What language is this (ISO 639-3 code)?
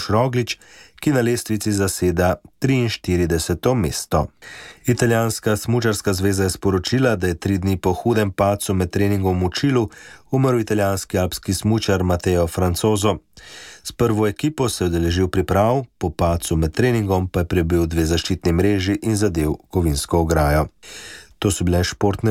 slv